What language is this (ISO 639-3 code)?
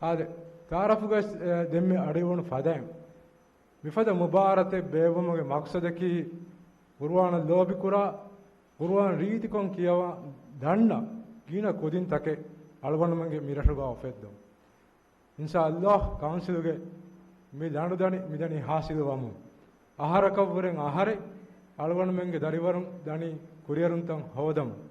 div